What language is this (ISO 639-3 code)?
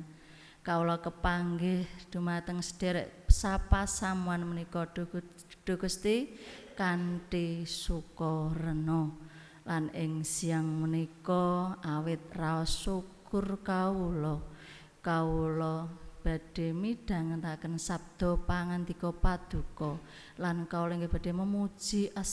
jav